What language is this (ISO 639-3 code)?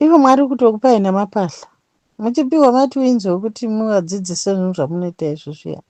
sna